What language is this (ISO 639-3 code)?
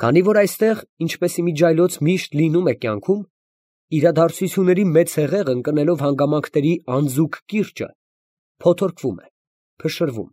hye